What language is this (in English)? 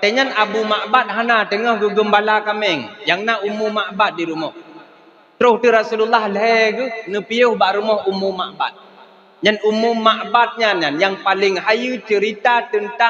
Achinese